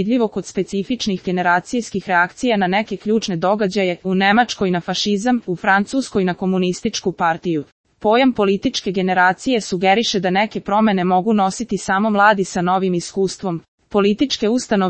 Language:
Serbian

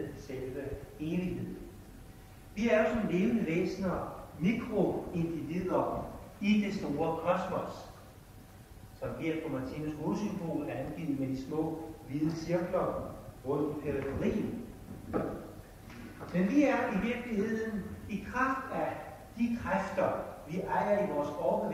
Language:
Danish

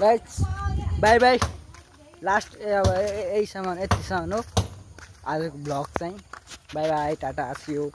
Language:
Nepali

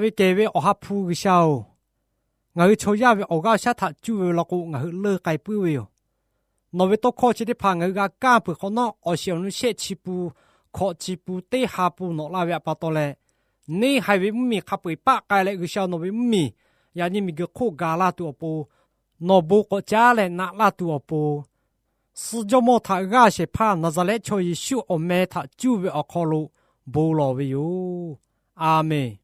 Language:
Lahu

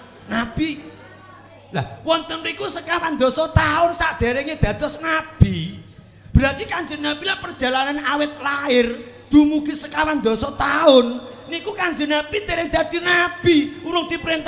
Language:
Javanese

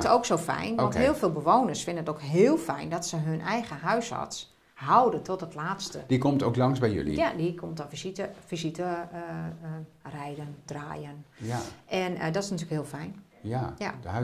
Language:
Dutch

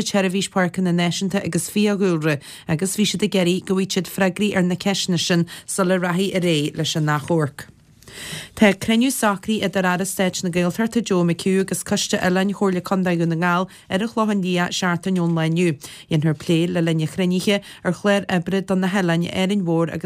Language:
Irish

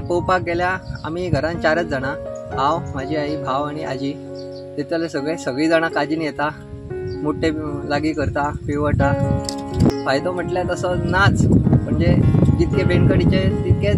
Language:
Konkani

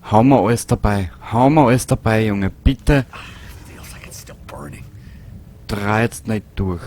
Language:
Bavarian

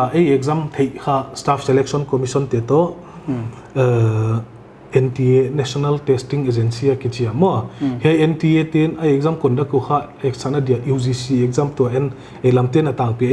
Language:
Paite Chin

